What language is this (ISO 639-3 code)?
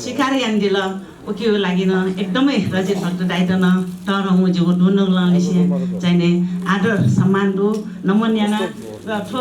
new